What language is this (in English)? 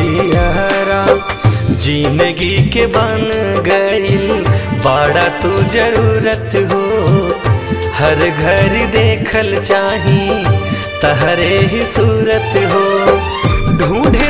Bhojpuri